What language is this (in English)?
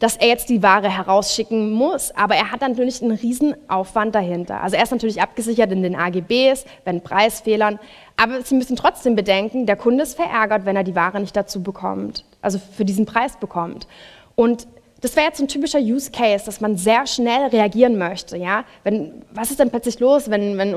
German